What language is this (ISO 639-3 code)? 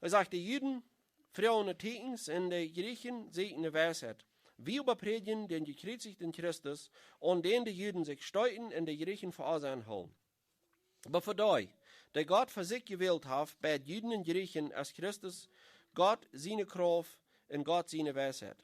pdt